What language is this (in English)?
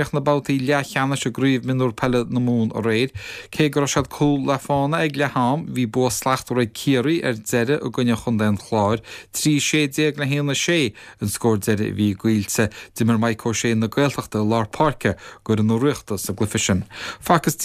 Irish